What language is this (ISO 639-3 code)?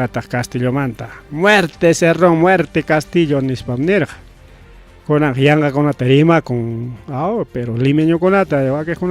quy